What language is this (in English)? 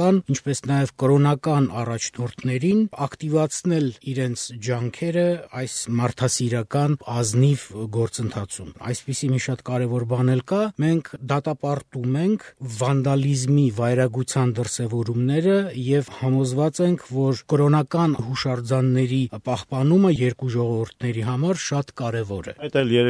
Armenian